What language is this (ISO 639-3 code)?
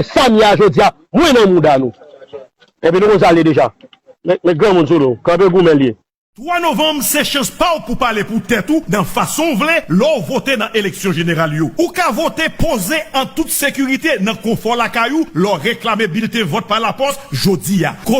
hat